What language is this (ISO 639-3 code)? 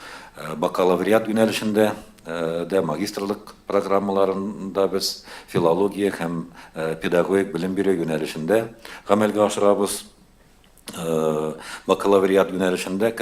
tat